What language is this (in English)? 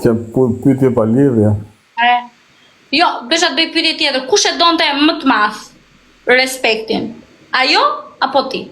Albanian